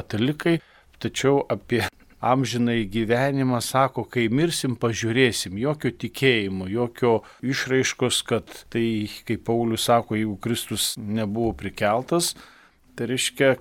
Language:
Lithuanian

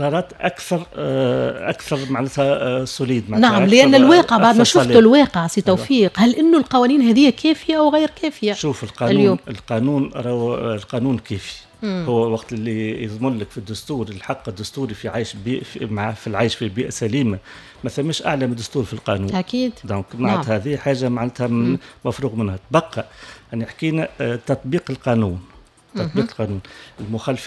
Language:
Tunisian Arabic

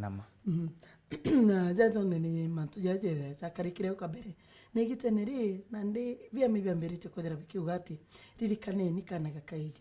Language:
Meru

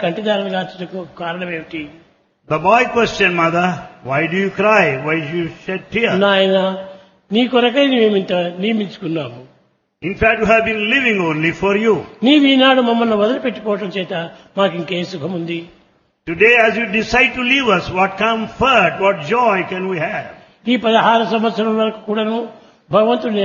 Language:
Telugu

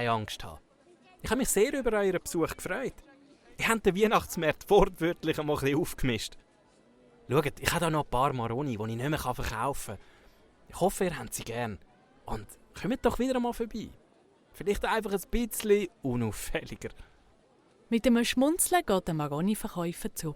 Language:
Swiss German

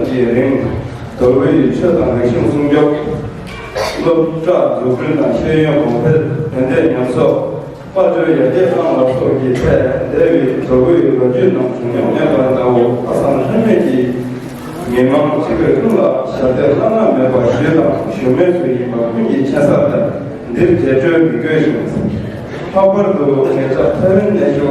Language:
Tibetan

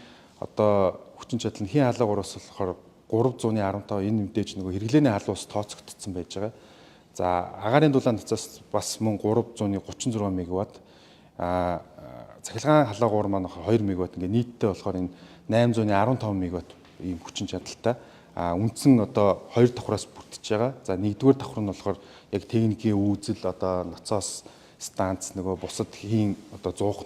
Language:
Mongolian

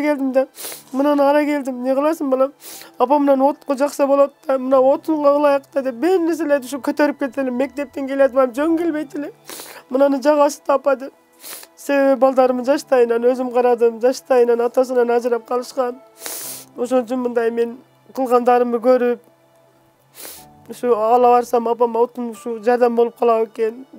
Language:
Kyrgyz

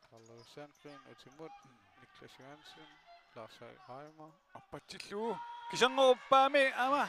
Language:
Kalaallisut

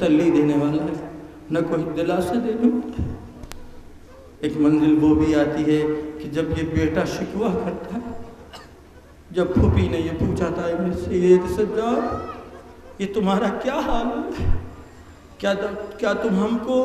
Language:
Urdu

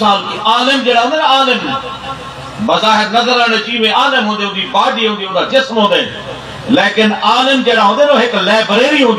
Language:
Saraiki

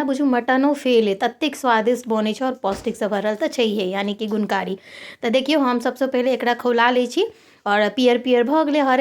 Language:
Maithili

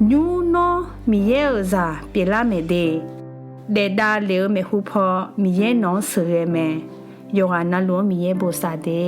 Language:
Akha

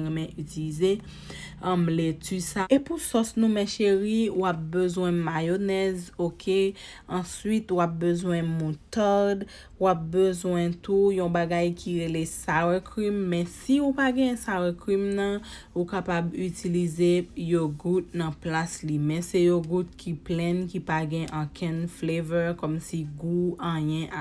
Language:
Haitian Creole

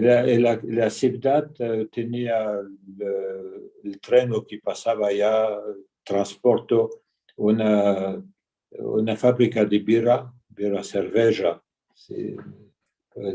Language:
Ladino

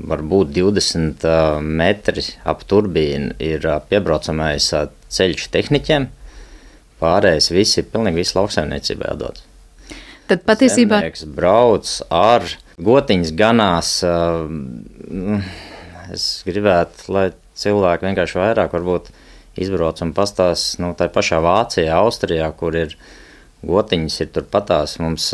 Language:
Latvian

